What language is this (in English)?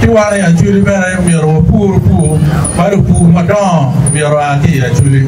Acoli